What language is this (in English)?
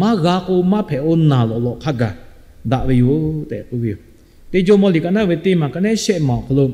Lahu